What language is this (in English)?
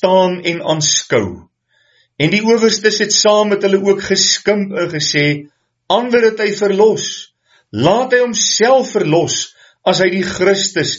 Afrikaans